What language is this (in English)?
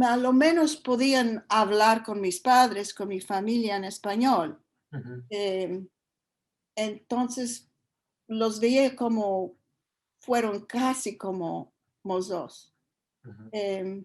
Ladino